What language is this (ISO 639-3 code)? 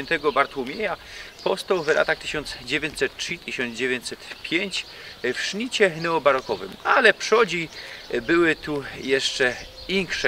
szl